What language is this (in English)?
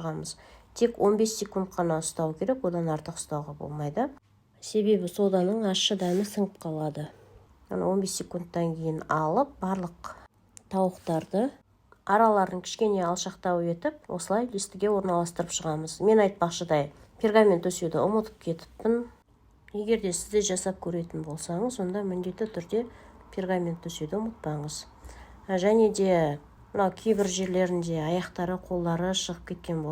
Kazakh